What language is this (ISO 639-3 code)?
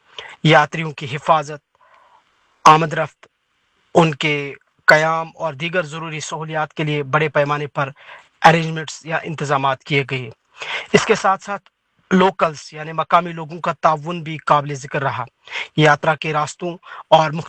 urd